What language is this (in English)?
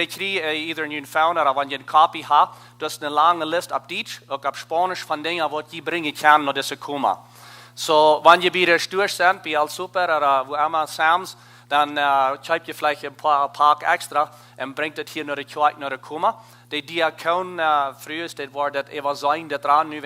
Plautdietsch